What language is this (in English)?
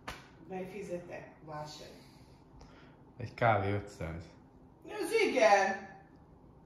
Hungarian